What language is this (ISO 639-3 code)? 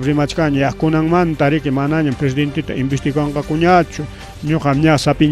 quy